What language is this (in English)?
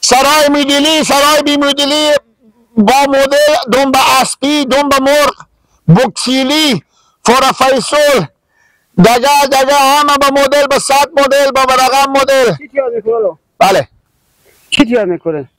Hazaragi